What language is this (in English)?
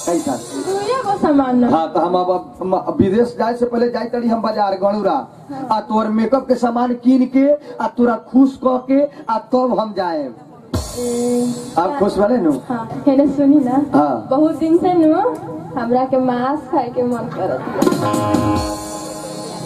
Bhojpuri